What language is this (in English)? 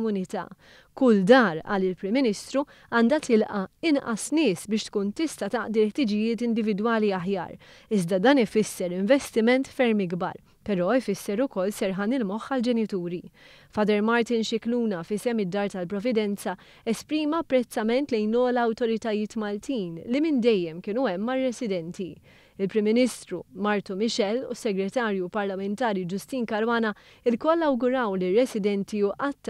Maltese